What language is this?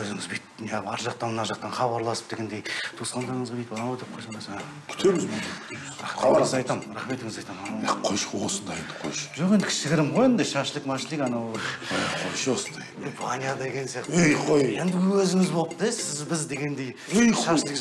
Kazakh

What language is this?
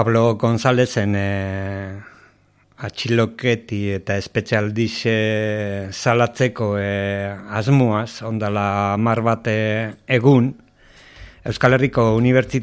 Basque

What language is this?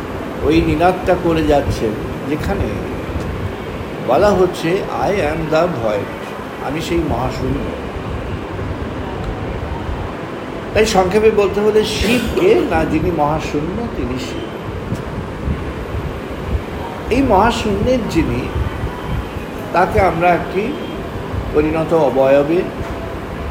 Bangla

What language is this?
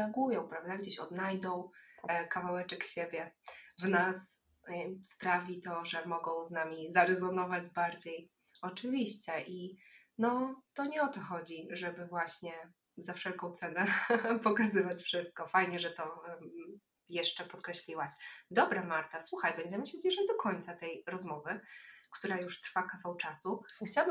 Polish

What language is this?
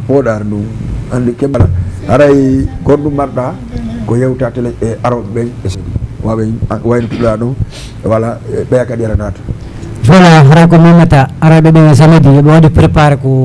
Fula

